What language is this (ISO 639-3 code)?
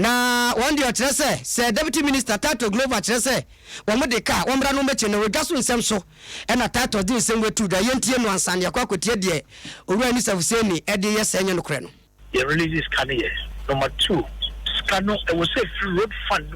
aka